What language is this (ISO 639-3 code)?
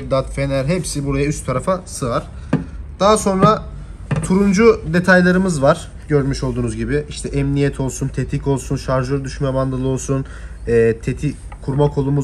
tur